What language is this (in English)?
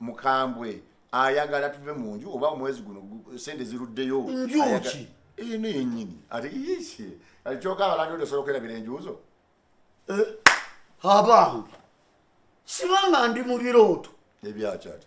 Ganda